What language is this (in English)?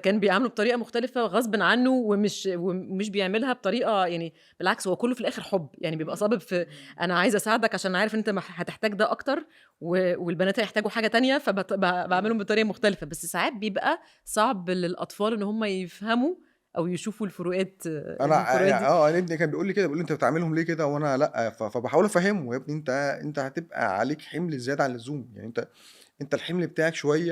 Egyptian Arabic